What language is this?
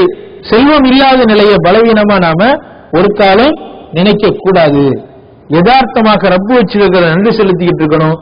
Tamil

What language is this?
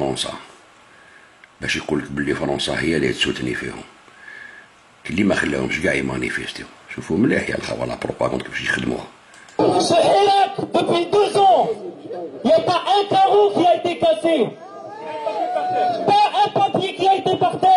Algerian Arabic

